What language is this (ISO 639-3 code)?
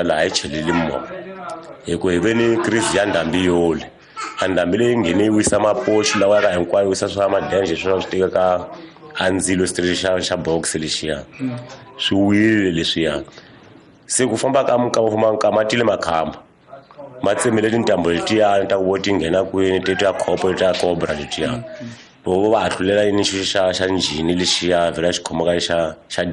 tso